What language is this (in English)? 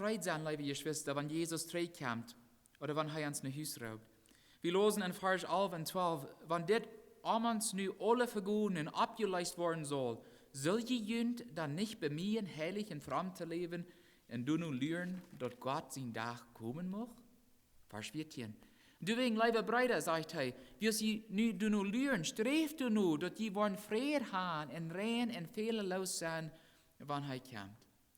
Plautdietsch